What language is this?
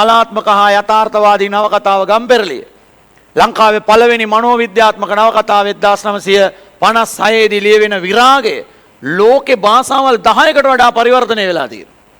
Sinhala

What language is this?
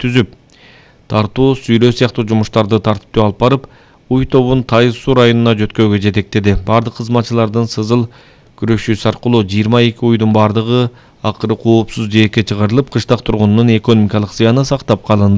Kyrgyz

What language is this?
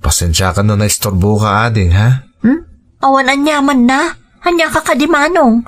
Iloko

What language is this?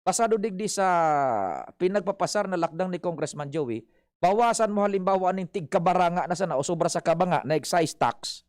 Bikol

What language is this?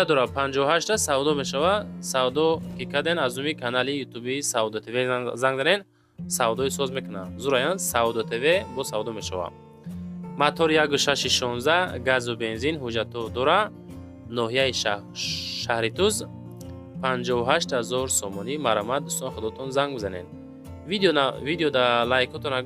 Tajik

